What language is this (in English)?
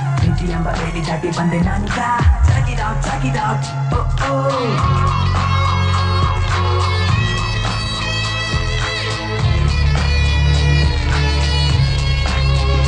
Kannada